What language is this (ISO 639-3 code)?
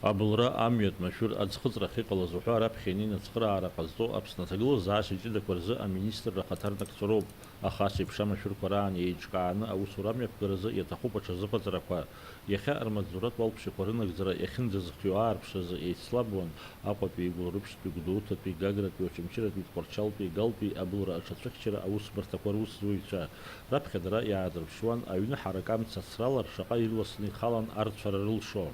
abk